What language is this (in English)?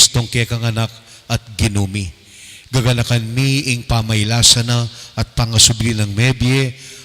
Pampanga